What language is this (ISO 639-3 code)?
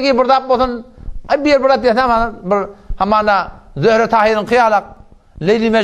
tuk